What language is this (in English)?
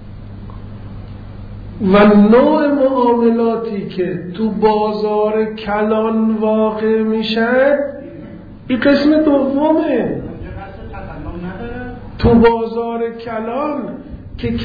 Persian